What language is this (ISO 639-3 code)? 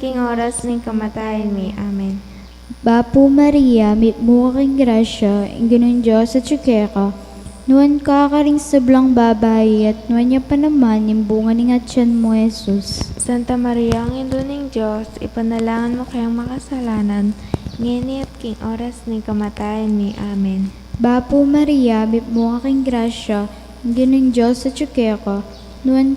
pam